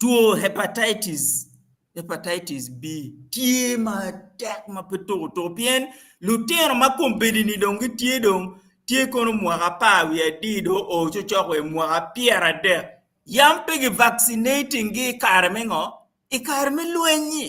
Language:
Acoli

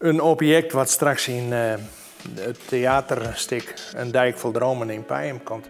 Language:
Western Frisian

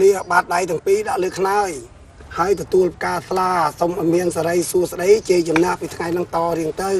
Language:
Khmer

